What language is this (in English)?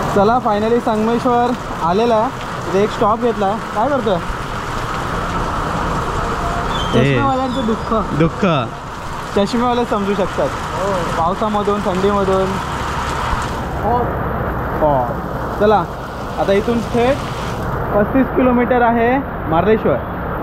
Marathi